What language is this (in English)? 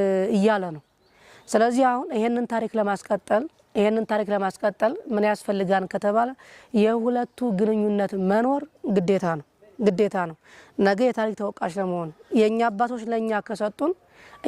Amharic